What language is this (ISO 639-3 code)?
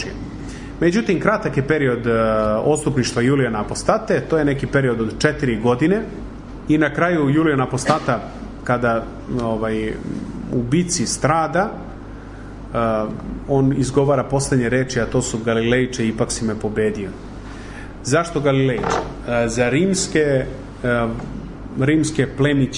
srp